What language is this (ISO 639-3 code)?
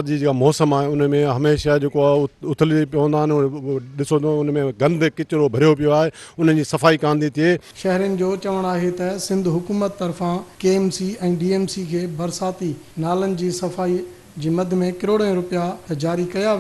snd